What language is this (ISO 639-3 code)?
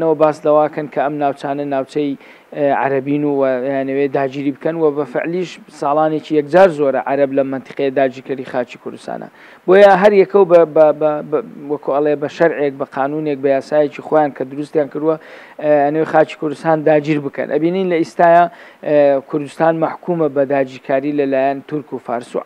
ckb